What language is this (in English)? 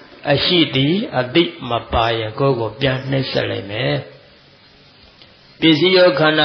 Burmese